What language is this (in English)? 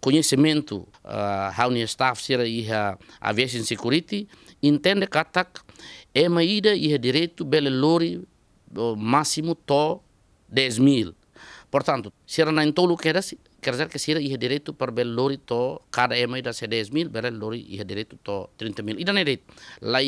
Tetum